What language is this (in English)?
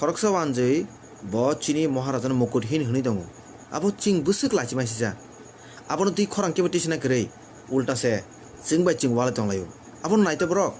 Kok Borok